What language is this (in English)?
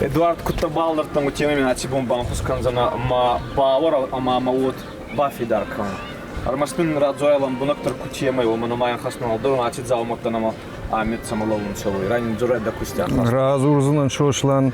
Ossetic